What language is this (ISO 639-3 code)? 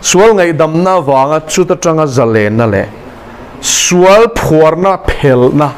lus